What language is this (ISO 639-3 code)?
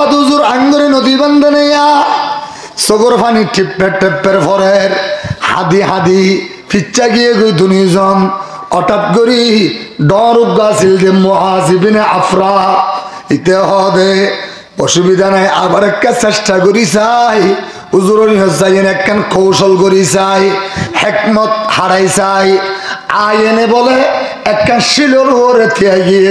rhg